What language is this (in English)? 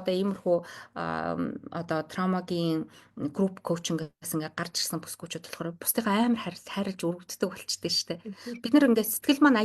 Mongolian